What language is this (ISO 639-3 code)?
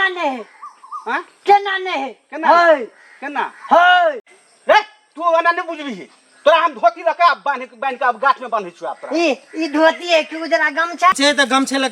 mai